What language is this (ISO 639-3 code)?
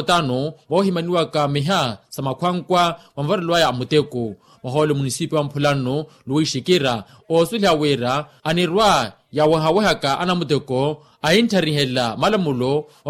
vmw